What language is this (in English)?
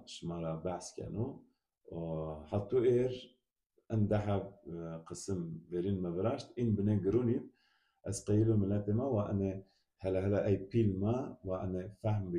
Zaza